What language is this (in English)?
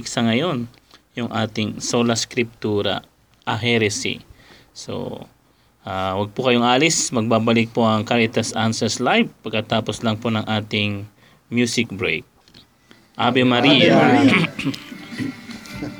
Filipino